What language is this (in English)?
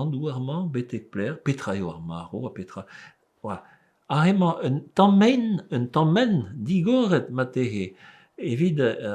Breton